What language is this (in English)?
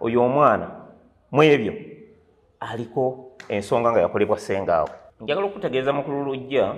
Ganda